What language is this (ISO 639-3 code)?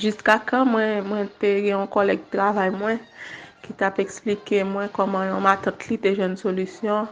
hat